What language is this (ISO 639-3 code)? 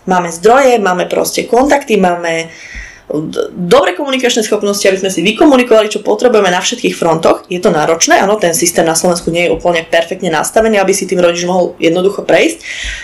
slk